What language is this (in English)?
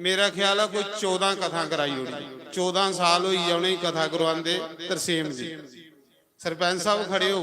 Dogri